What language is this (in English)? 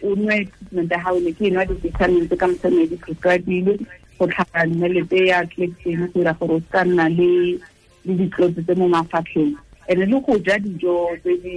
Tswana